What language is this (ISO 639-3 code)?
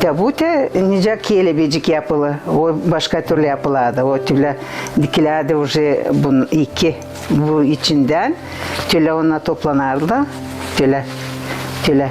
gag